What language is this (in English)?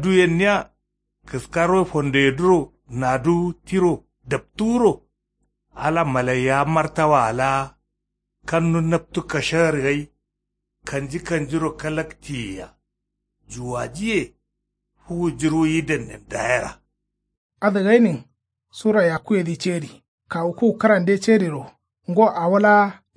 Kanuri